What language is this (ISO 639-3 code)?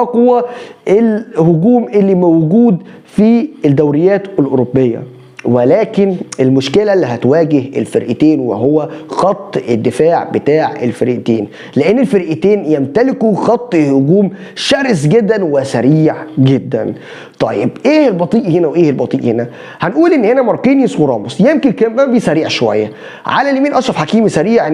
arz